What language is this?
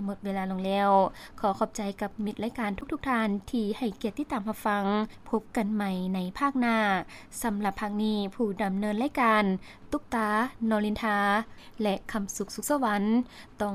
Lao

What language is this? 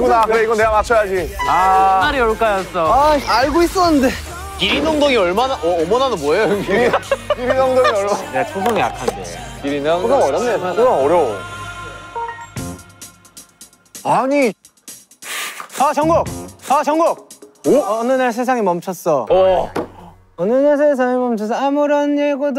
Korean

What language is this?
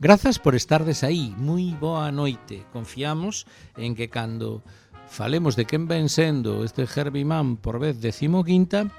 Galician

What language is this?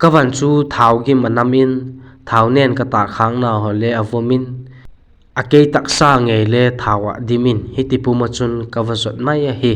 Vaiphei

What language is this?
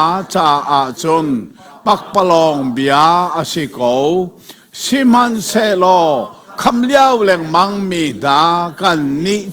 Hakha Chin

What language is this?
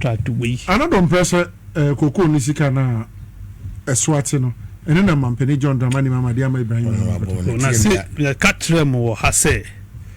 Akan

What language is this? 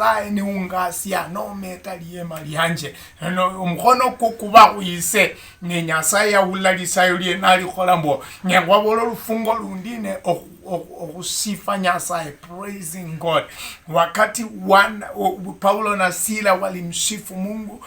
Luyia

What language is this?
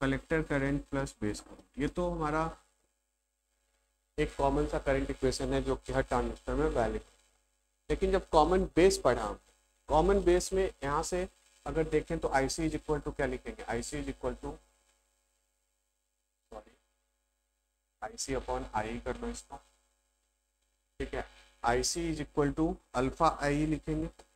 Hindi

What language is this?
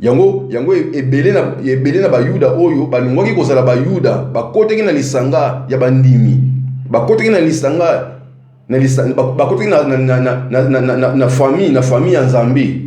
Lingala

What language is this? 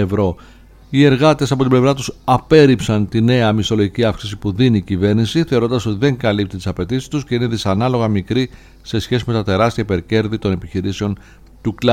Greek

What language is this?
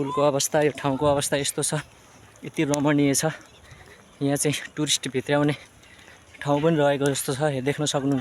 Nepali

